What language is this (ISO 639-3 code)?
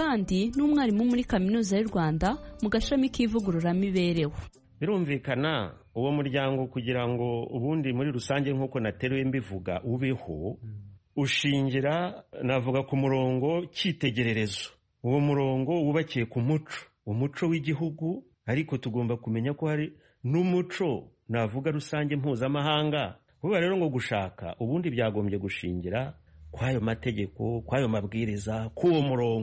kin